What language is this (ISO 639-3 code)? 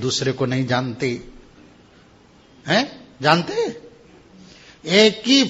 hin